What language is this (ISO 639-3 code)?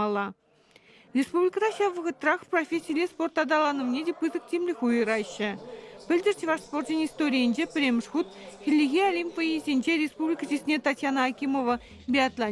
chv